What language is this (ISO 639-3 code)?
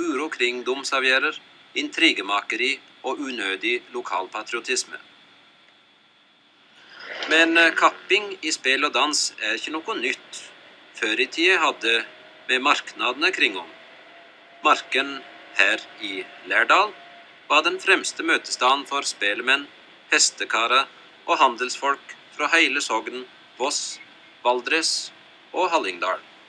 nor